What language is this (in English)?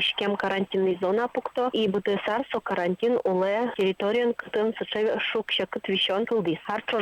Udmurt